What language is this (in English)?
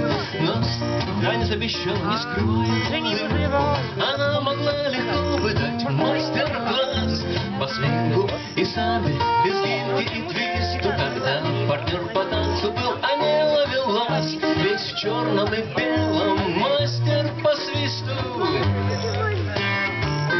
Russian